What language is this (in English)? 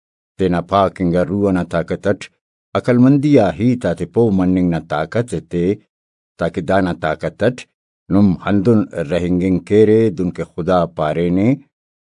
Brahui